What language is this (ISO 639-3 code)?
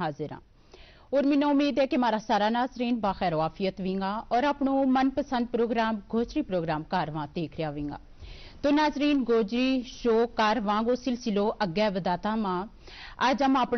gju